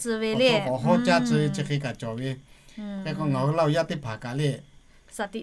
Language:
Lahu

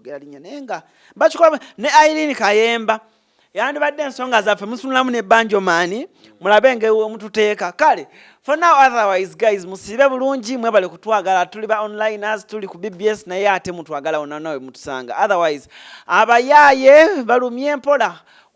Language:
Ganda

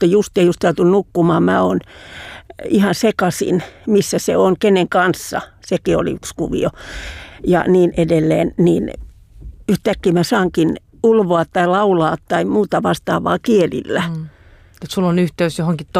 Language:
Finnish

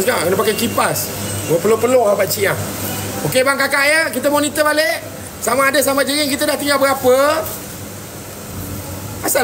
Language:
Malay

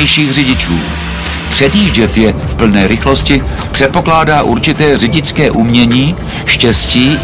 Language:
Czech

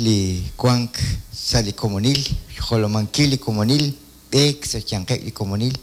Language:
Kekchí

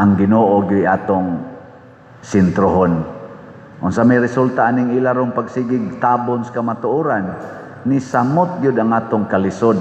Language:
Cebuano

